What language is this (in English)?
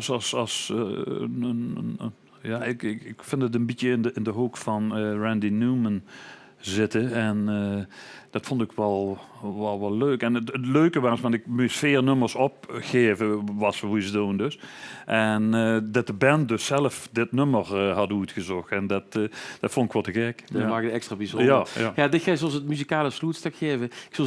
Limburgish